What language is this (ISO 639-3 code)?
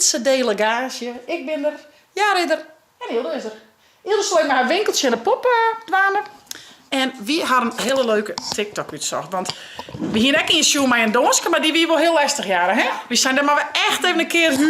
fry